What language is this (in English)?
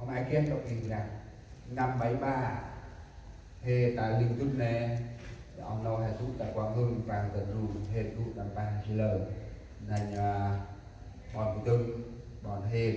Central Mnong